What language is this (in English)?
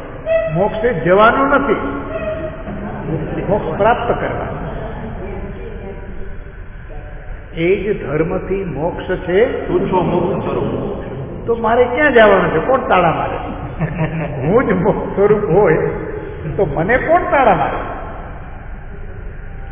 Gujarati